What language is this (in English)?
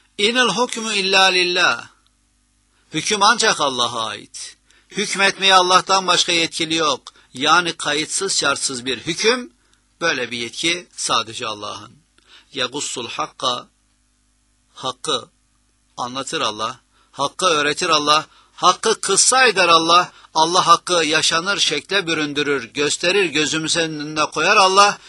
Turkish